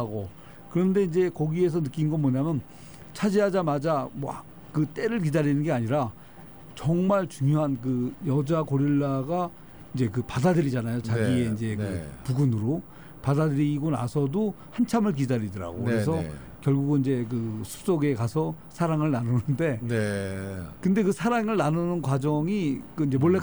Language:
Korean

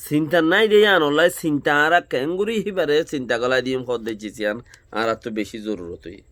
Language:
Rohingya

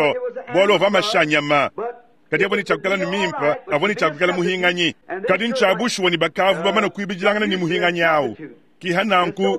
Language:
Luba-Lulua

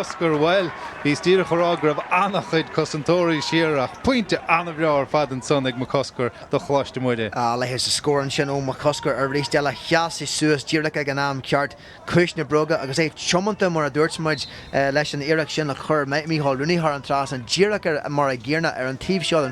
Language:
Irish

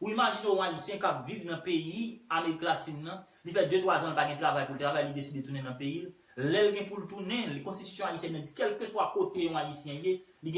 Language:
Haitian Creole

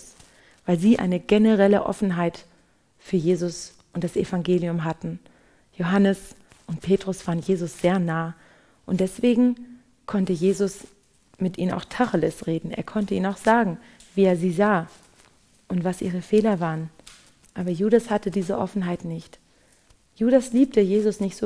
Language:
German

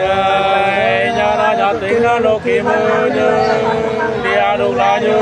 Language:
Nung (Viet Nam)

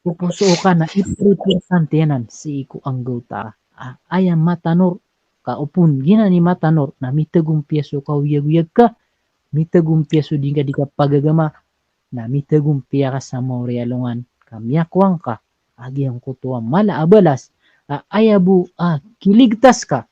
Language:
Maranao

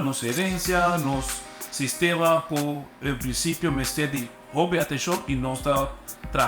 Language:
Papiamento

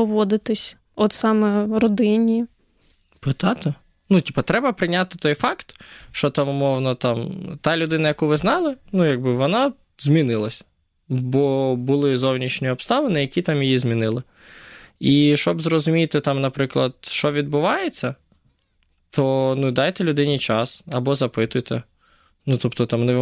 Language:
Ukrainian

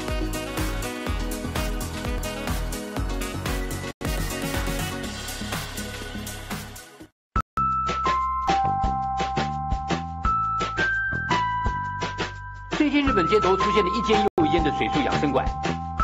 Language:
Chinese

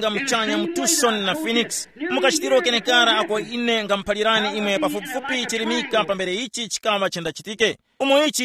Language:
Tumbuka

